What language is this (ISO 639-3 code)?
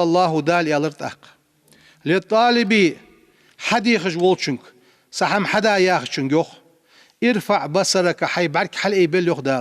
inh